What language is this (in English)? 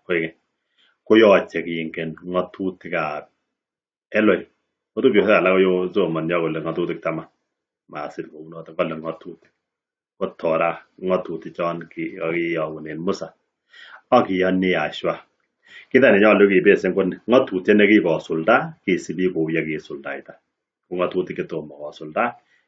Kalenjin